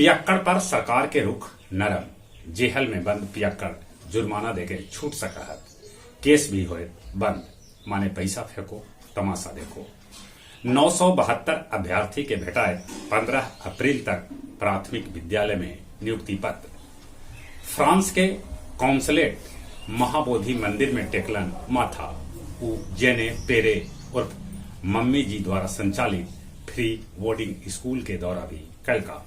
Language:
Magahi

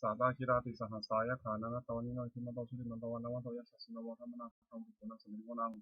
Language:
Pali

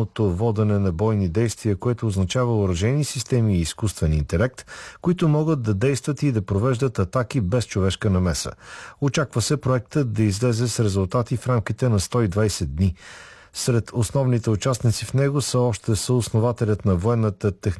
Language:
Bulgarian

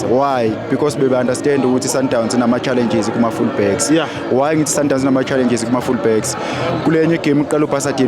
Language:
Zulu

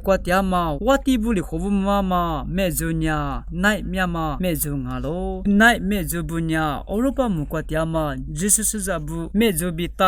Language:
Lisu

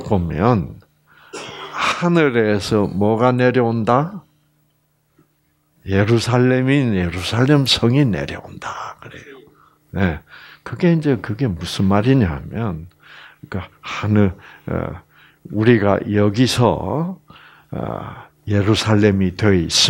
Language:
Korean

